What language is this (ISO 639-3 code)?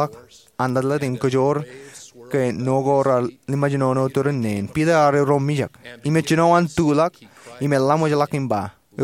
mah